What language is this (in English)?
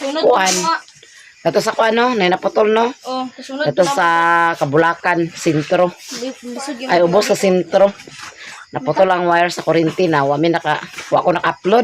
Cebuano